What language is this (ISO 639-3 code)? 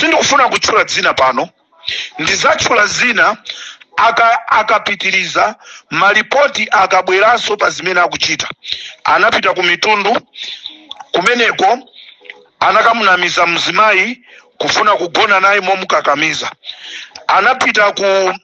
nya